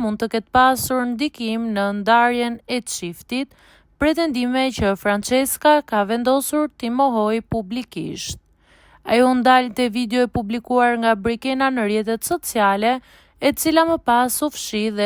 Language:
Albanian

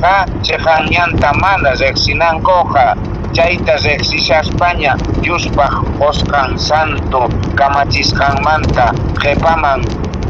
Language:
Quechua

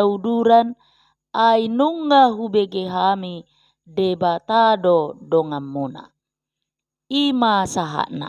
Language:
Batak Toba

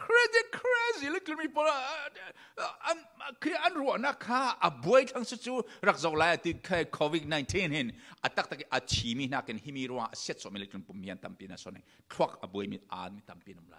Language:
Falam Chin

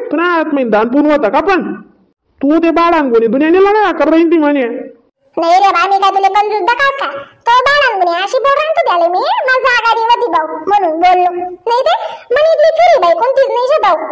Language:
Khandesi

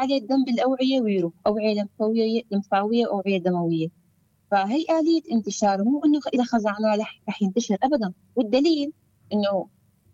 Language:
North Levantine Arabic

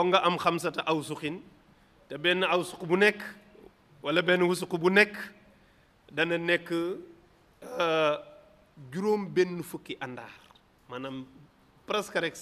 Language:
Wolof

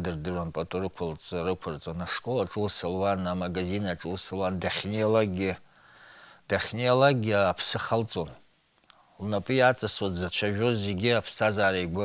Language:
Abkhazian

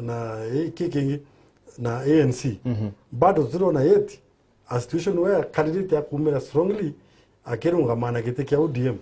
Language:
Meru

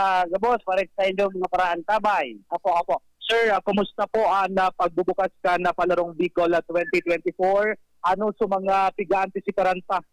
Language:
Bikol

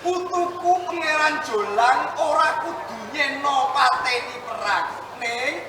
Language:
Javanese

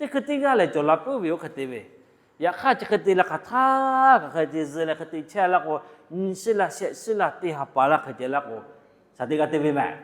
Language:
Lahu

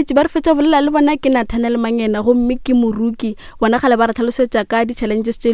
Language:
Northern Sotho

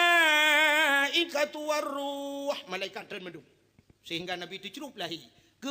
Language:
Achinese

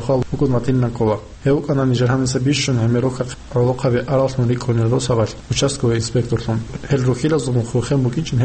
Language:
Avaric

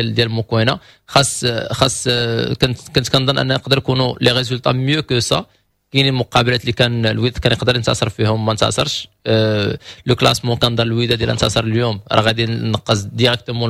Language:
Moroccan Arabic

